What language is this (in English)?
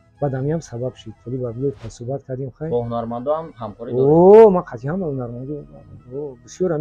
Tajik